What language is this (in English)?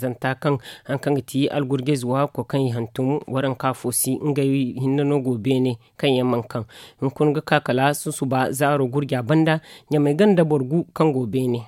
Zarma